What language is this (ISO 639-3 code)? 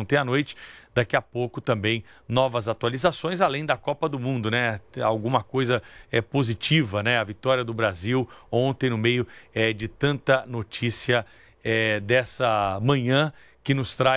por